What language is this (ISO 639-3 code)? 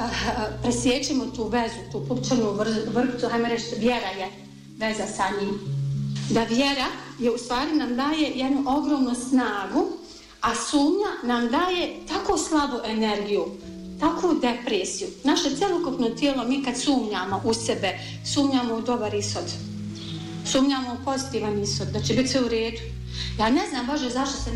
bos